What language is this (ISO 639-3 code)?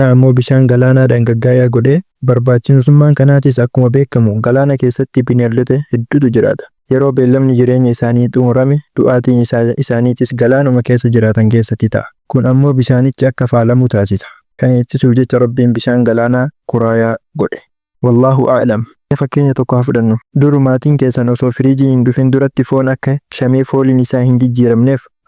orm